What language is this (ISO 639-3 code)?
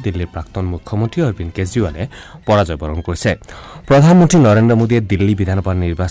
asm